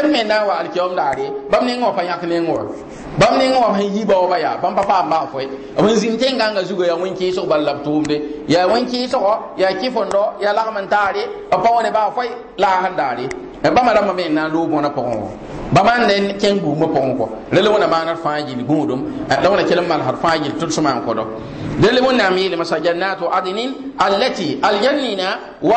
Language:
Mossi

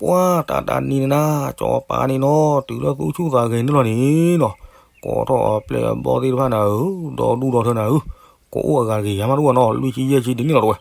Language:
S'gaw Karen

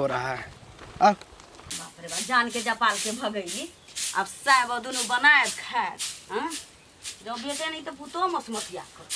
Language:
Maithili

